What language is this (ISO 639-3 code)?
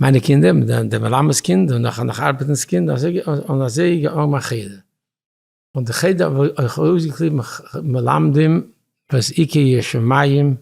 yid